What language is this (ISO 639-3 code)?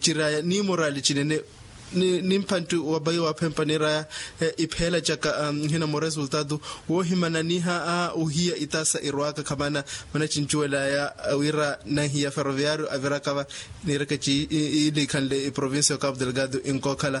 vmw